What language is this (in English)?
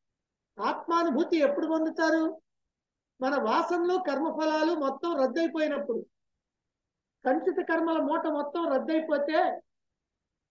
Telugu